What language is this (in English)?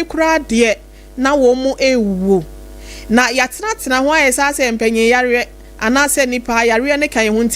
Akan